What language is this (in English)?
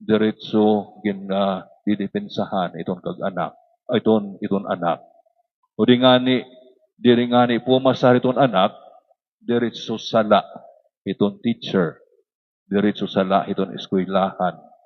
Waray